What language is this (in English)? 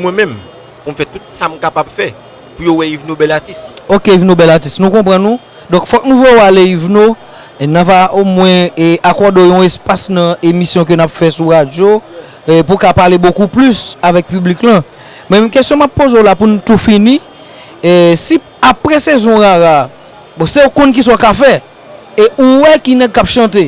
Haitian Creole